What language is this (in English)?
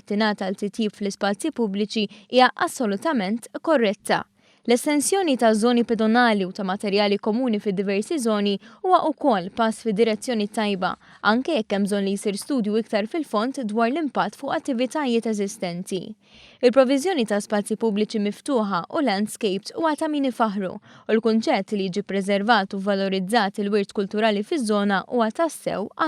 Maltese